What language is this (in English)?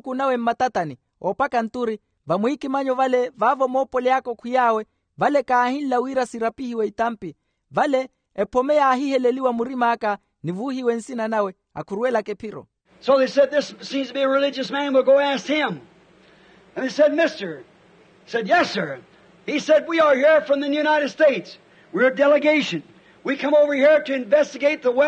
Makhuwa